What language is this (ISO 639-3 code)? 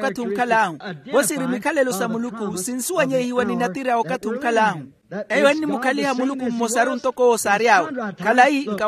vmw